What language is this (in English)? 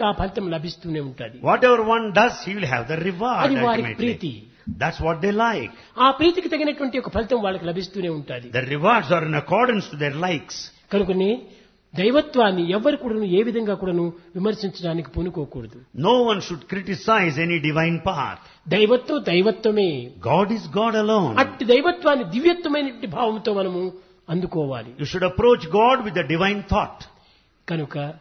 Telugu